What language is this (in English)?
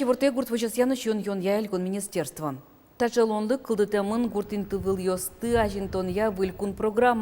Udmurt